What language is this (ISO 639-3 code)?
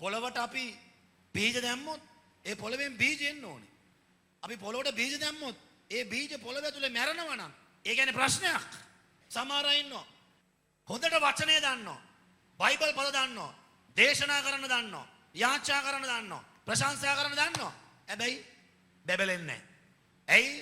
sin